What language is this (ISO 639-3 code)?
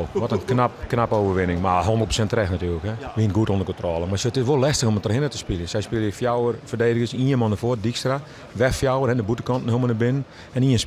fry